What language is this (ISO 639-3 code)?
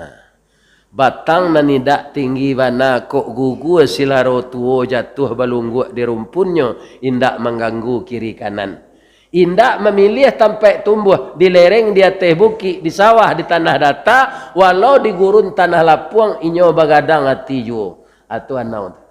min